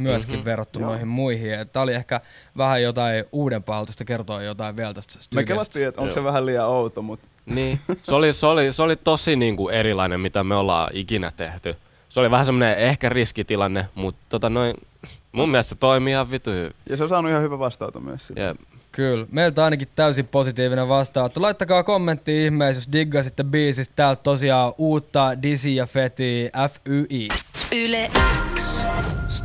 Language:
Finnish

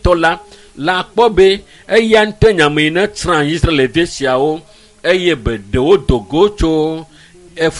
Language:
Ewe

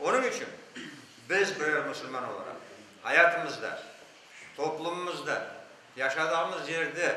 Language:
Crimean Tatar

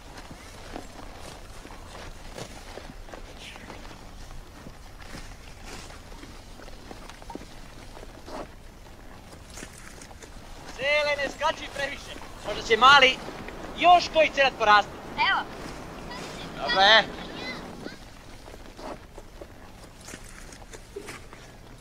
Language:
Croatian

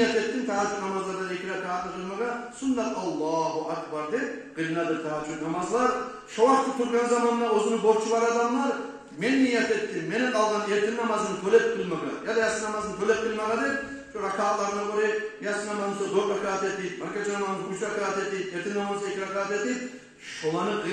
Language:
Kumyk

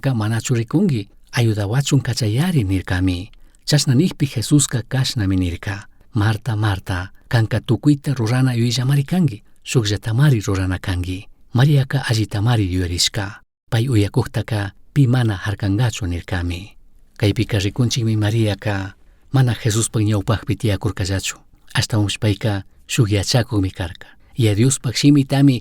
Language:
Chimborazo Highland Quichua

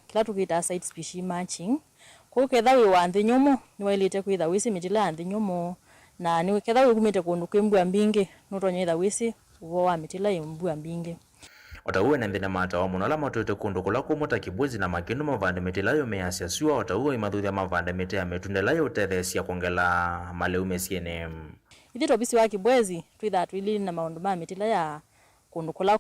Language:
Kamba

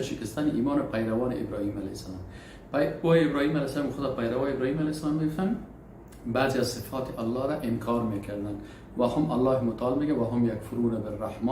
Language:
Persian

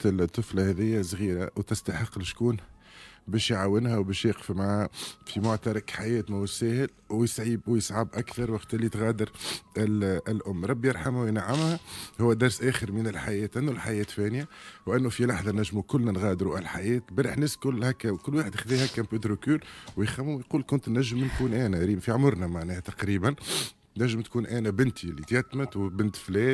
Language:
Tunisian Arabic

